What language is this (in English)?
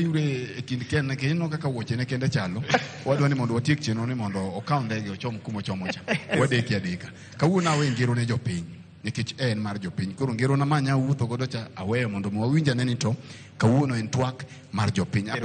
Luo (Kenya and Tanzania)